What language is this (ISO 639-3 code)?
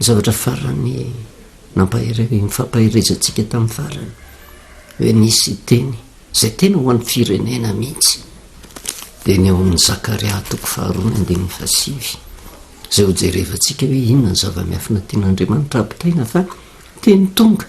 mlg